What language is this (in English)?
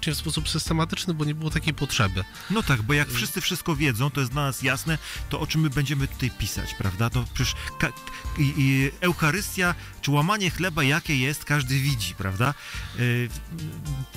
Polish